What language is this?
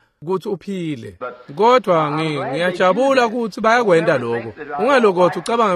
Swati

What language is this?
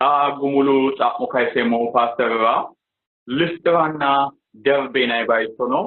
Sidamo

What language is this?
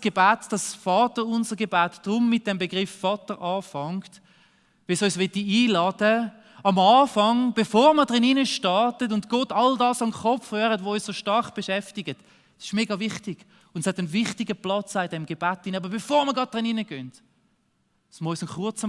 Swiss German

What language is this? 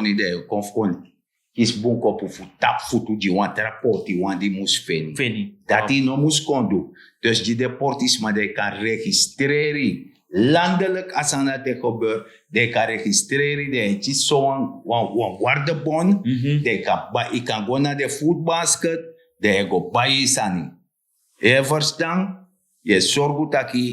Sranan Tongo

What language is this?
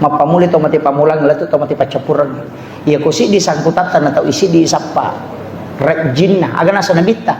Buginese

